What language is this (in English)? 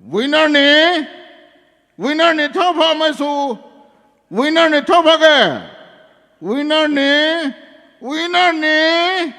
Poumei Naga